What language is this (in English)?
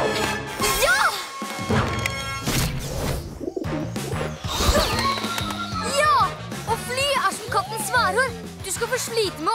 Norwegian